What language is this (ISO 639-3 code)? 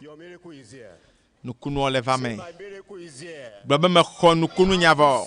ewe